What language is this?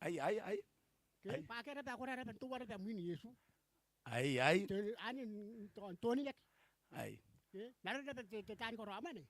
Gilbertese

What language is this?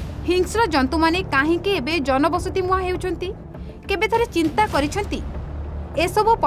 Odia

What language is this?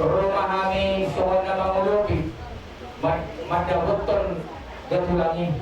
Batak Toba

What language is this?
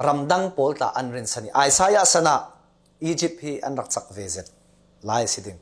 Falam Chin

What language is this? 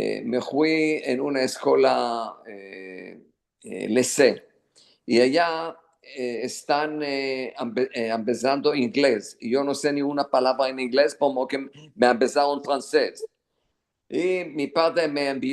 Ladino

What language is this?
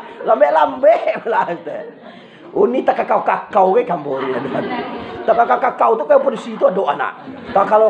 Minangkabau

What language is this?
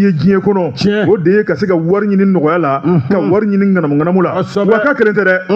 Bambara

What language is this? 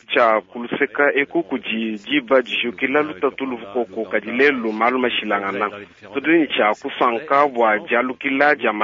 Luba-Lulua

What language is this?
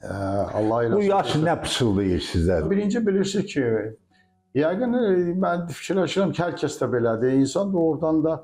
Azerbaijani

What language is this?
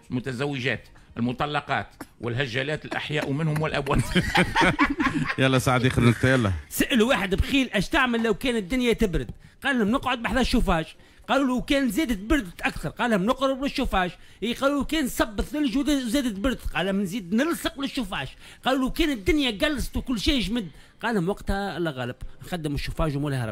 Tunisian Arabic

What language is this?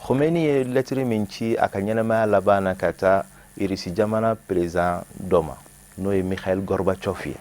Bambara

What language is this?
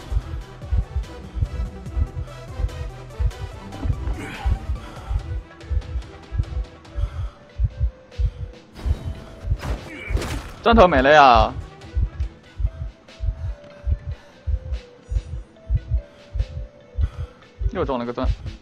Chinese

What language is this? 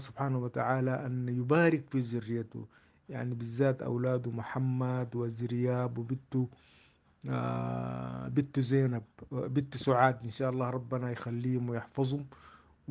Sudanese Arabic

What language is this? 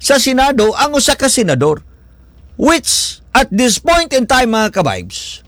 Cebuano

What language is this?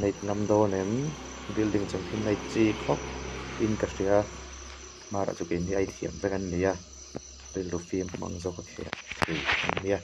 Mizo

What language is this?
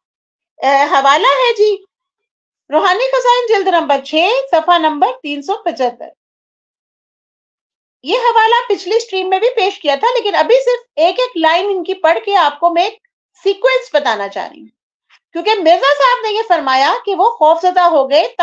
Urdu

